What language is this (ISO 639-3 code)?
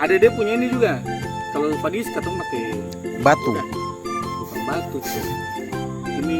abs